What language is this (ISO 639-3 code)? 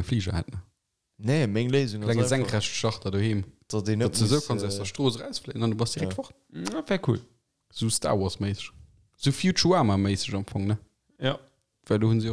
ltz